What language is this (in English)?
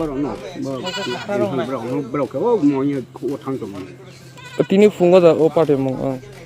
Kok Borok